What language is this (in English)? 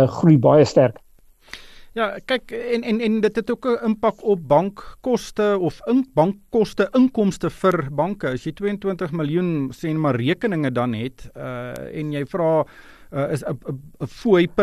Afrikaans